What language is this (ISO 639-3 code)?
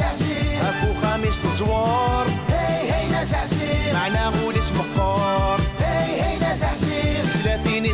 kab